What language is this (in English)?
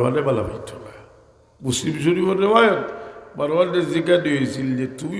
Sylheti